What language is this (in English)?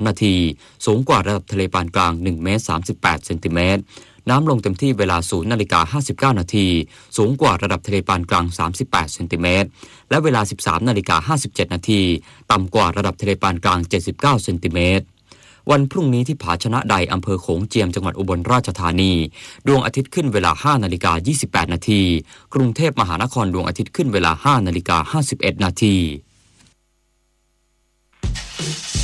Thai